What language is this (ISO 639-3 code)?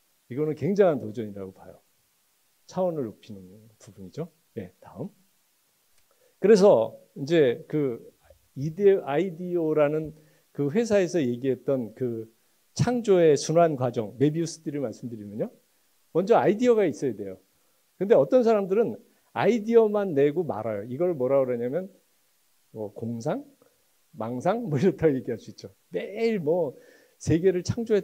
kor